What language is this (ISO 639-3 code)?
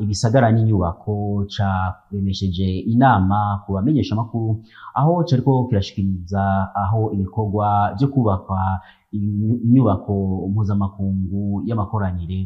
run